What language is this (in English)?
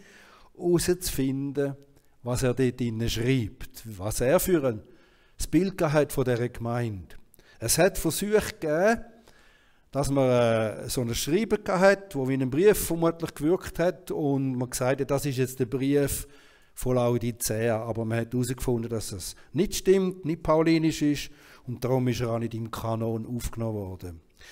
Swiss German